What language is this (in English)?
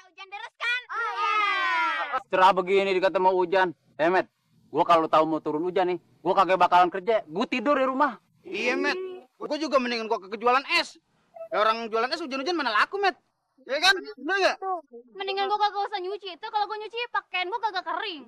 Betawi